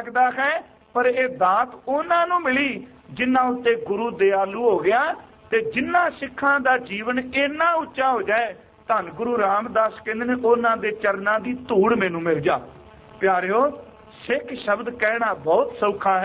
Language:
Punjabi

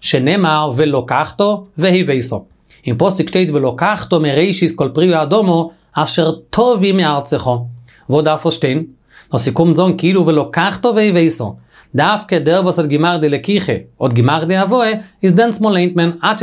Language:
Yiddish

